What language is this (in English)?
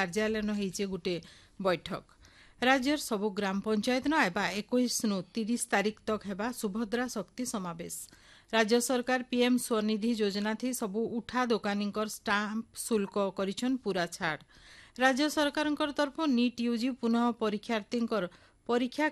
Odia